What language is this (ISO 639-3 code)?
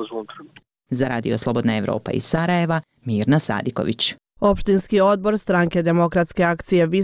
bos